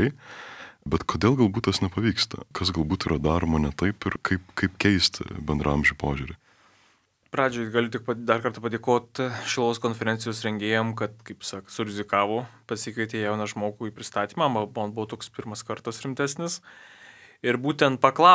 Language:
Lithuanian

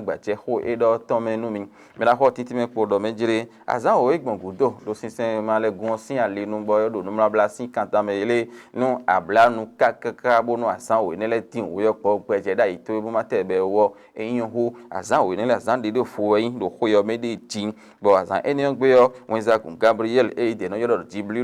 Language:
Fon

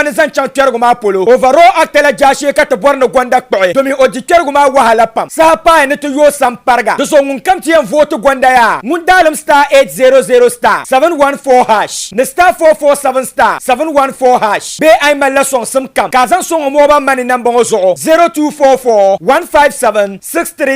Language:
Dagbani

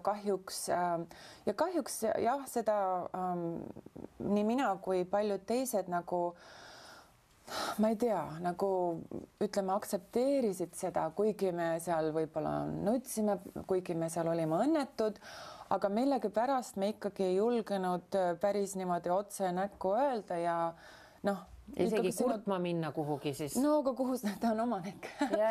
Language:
Estonian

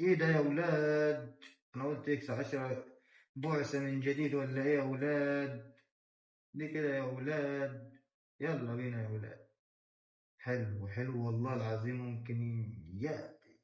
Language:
Egyptian Arabic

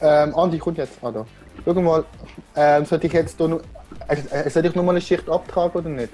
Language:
Swiss German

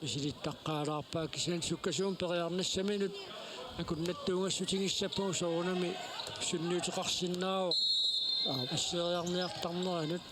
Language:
Kalaallisut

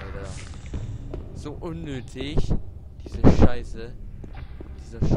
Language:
German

